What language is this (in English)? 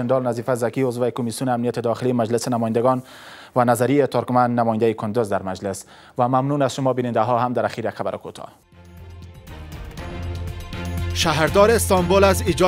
Persian